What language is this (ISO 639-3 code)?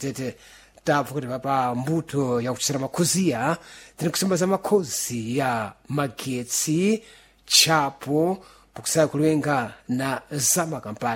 seh